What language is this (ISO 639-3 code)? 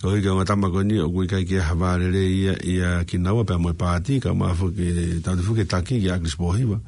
ton